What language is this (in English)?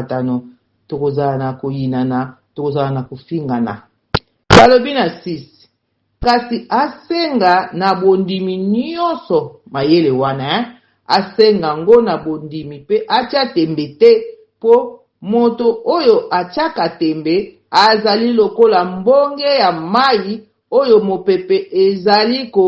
Lingala